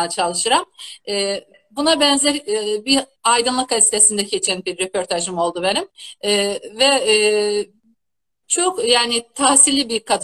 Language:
South Azerbaijani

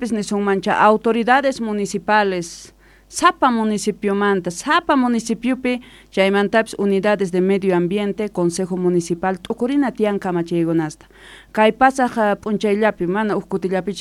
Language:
South Bolivian Quechua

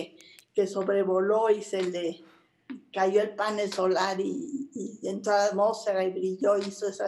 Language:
Spanish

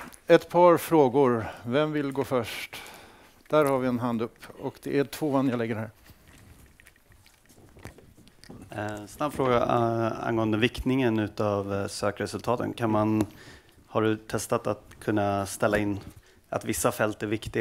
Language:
Swedish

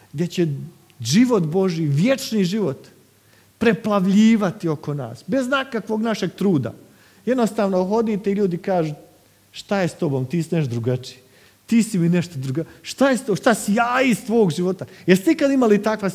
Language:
Croatian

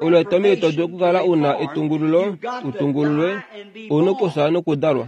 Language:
Kuanyama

